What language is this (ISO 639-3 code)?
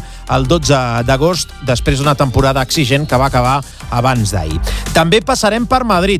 cat